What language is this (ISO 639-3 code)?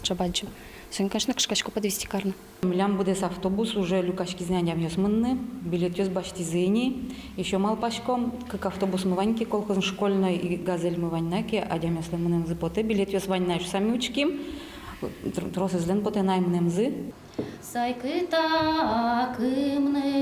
udm